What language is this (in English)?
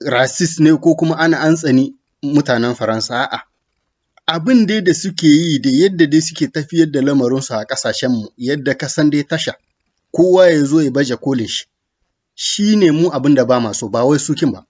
Hausa